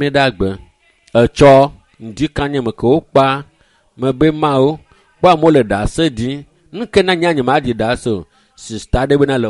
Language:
Ewe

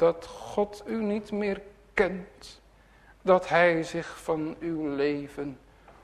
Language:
Dutch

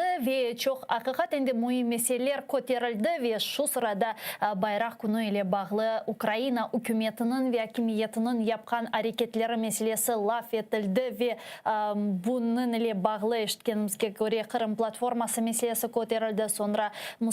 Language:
Crimean Tatar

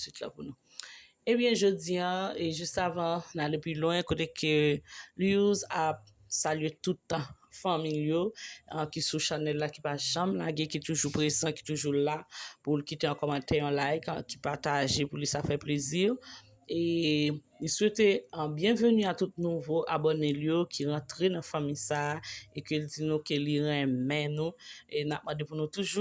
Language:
Haitian Creole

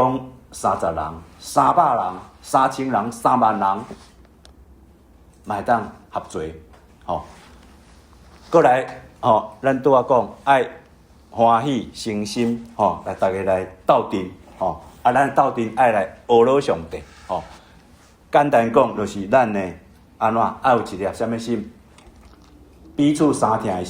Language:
Min Nan Chinese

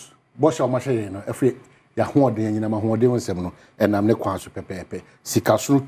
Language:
Akan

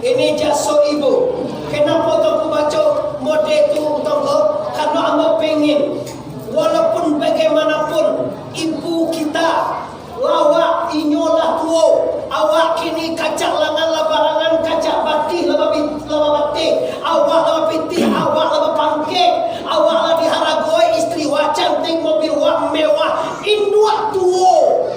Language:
Minangkabau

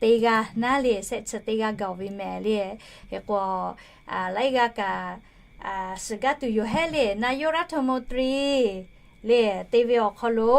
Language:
Lahu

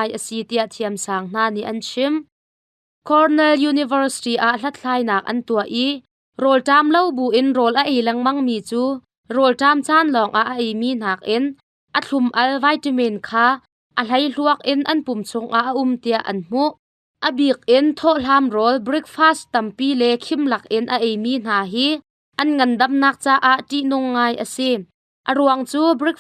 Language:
Hakha Chin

